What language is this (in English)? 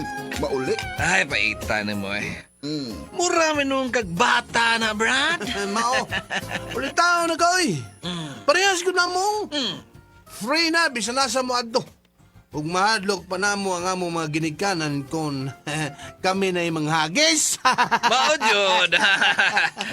Cebuano